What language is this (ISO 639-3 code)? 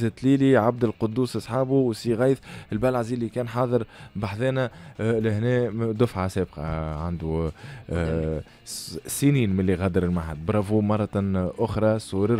aeb